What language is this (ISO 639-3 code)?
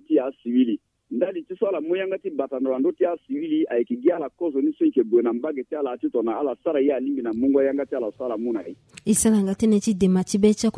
sag